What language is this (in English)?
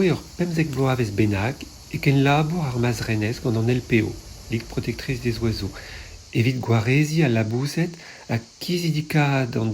Breton